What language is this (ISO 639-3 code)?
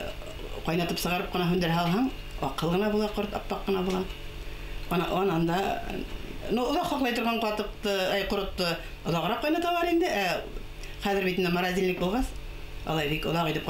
bak